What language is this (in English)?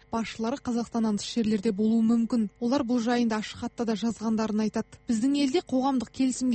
Kazakh